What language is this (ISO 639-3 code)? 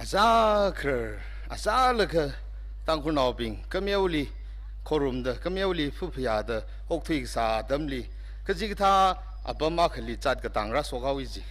nmf